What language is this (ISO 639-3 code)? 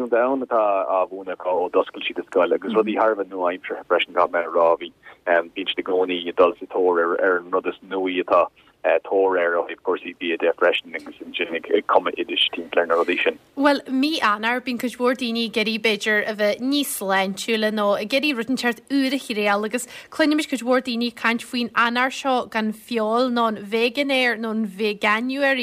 gle